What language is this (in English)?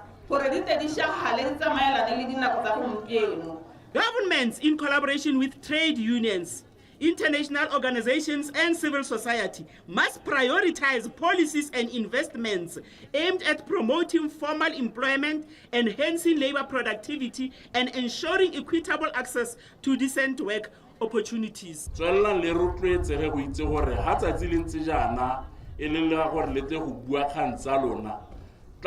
Tswana